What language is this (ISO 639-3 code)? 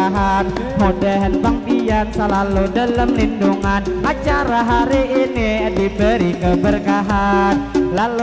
bjn